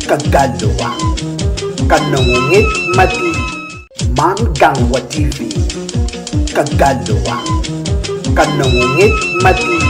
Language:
Acoli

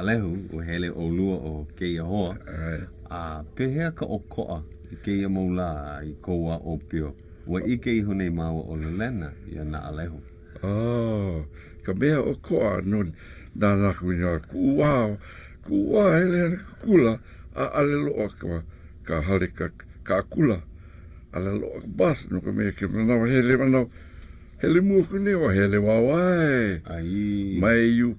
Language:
Hawaiian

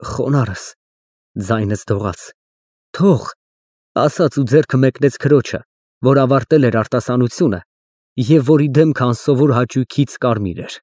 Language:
Armenian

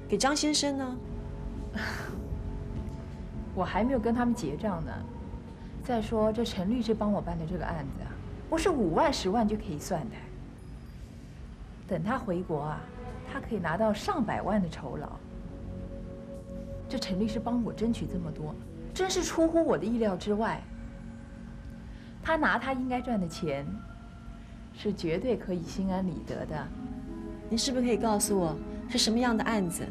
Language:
Chinese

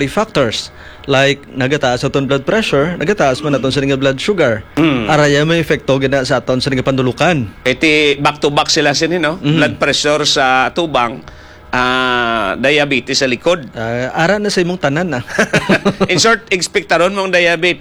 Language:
Hiligaynon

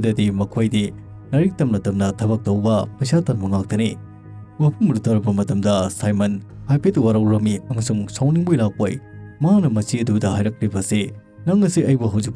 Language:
Manipuri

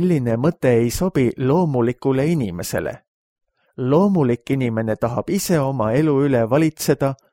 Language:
Estonian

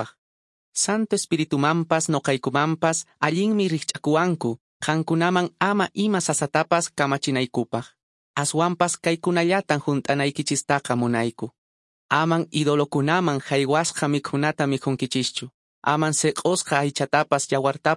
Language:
Quechua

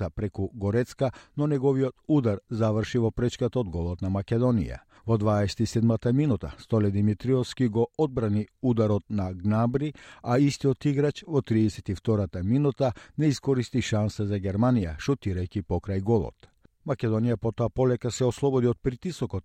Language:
Macedonian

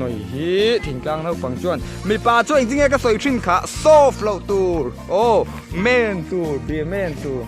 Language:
Mizo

